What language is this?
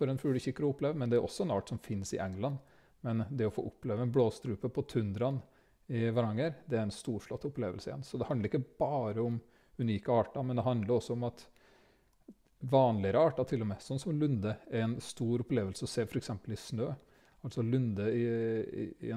Norwegian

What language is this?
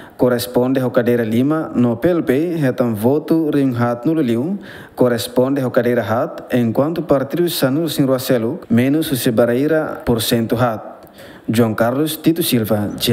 Tetum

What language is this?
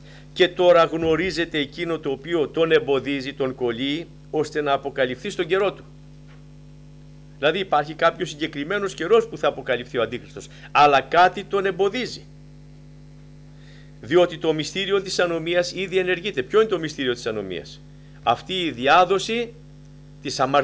Greek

